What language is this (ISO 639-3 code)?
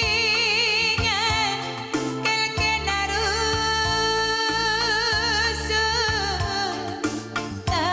btx